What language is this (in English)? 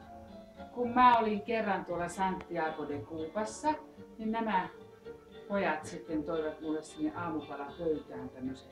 Finnish